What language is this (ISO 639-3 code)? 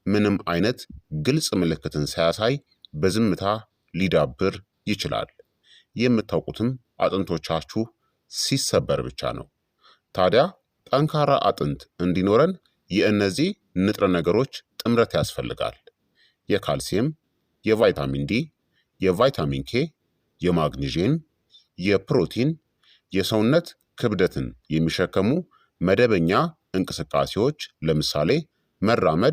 amh